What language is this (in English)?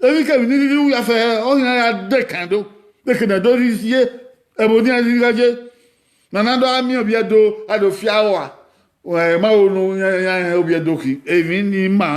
Bini